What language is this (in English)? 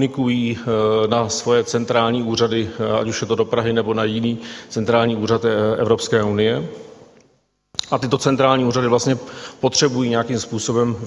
Czech